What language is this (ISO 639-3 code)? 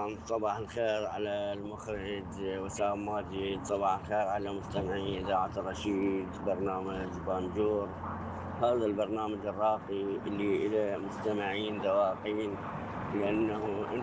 acm